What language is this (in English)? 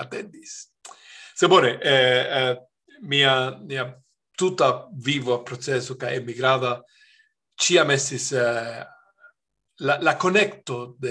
Esperanto